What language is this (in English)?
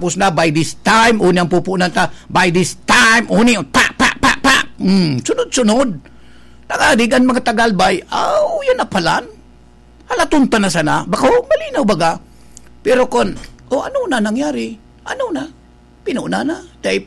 Bikol